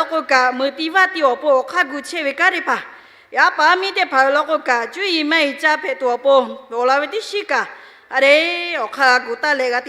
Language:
Lahu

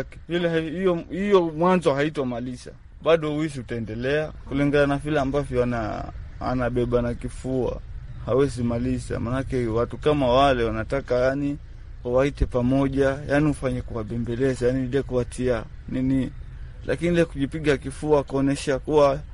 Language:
Swahili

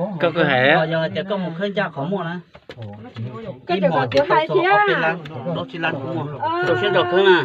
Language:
Hmong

